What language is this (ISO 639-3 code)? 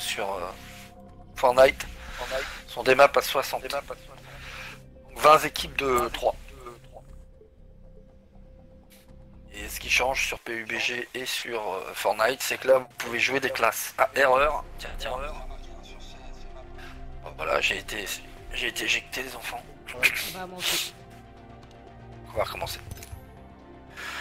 fra